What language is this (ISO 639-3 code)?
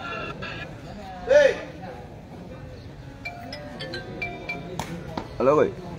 mya